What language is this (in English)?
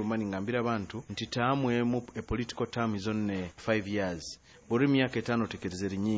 Nyoro